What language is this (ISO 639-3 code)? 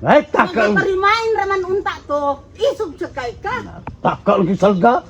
ceb